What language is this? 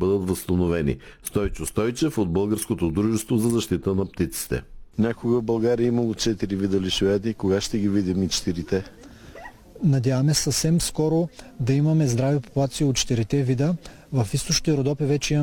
Bulgarian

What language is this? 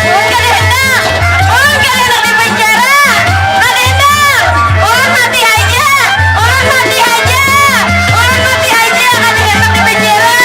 Banjar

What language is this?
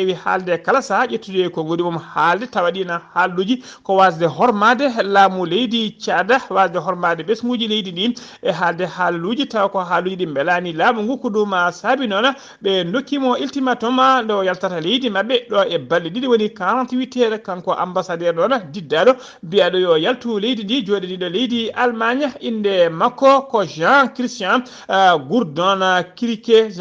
Fula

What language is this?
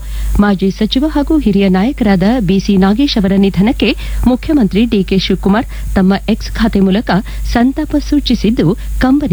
Kannada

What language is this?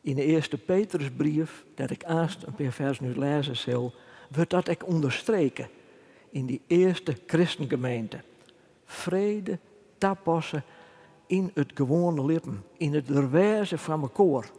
Western Frisian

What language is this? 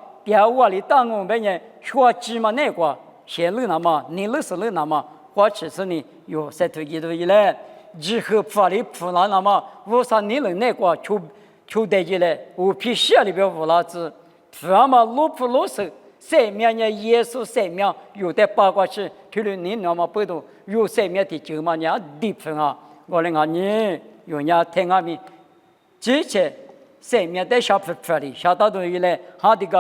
Lisu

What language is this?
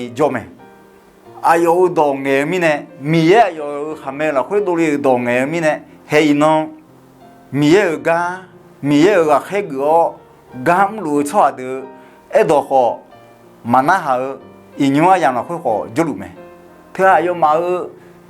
Akha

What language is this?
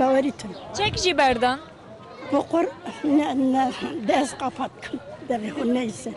Kurdish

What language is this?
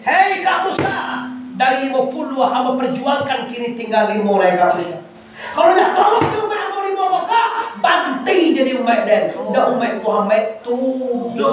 Minangkabau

